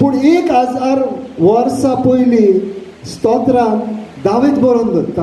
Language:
Konkani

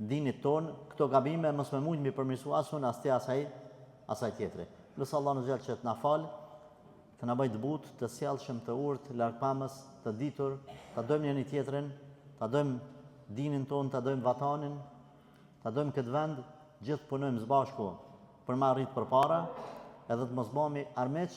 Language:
Albanian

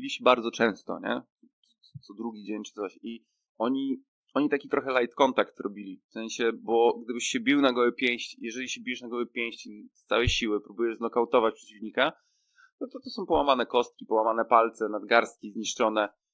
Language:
Polish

